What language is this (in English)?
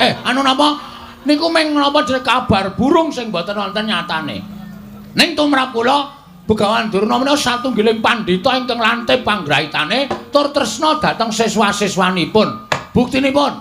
Javanese